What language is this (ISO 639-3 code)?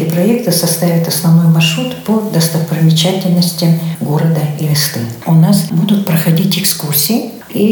rus